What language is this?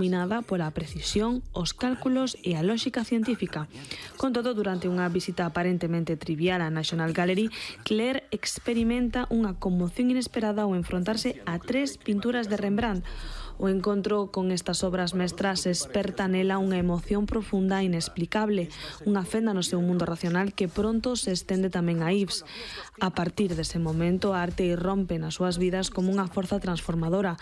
Galician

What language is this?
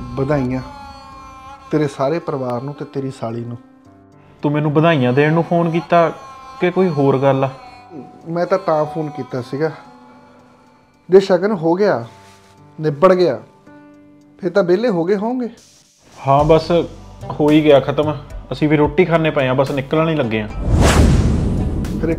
Punjabi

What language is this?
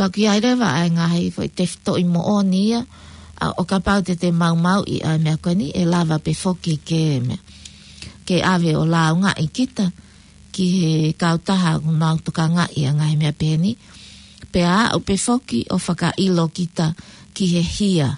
Tongan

